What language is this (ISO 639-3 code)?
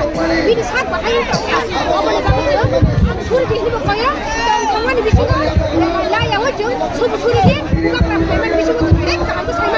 trp